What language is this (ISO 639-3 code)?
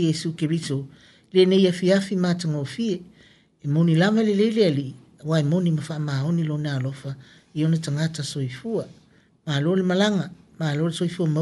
smo